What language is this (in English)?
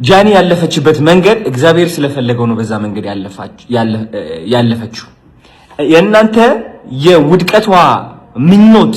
Amharic